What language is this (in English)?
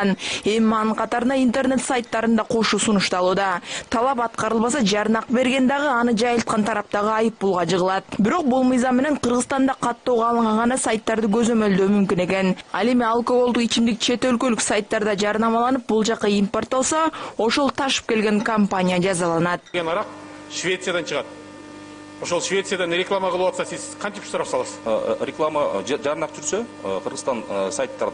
Kyrgyz